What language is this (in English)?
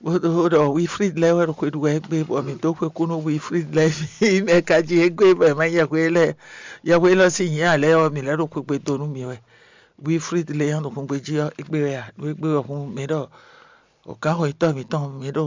Fon